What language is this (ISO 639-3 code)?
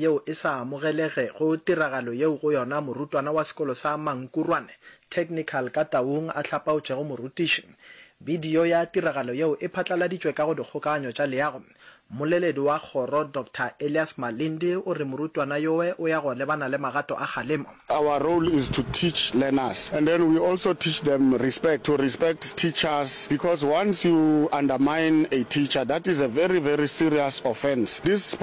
nso